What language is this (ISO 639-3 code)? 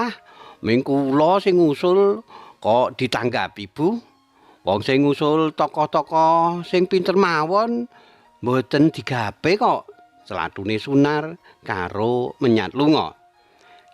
jav